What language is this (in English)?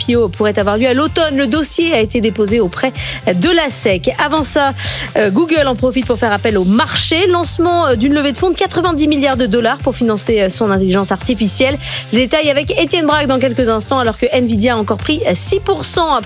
French